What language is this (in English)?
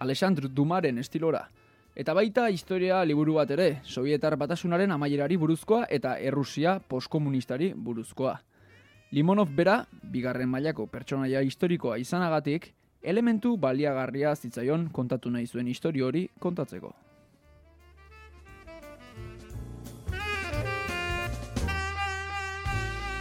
Basque